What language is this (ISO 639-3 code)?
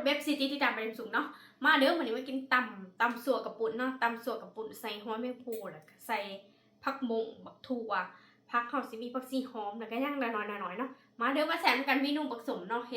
tts